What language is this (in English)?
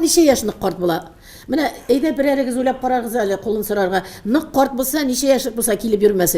Tatar